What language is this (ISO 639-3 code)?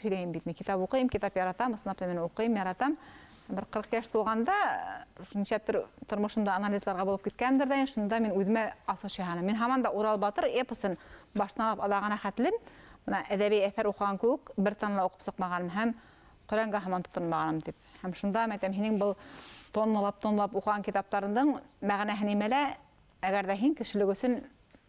bak